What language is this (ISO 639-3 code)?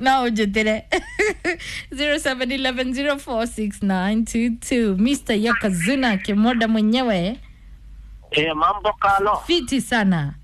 kik